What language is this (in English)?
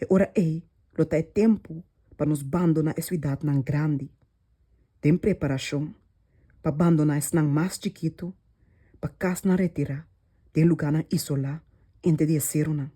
Papiamento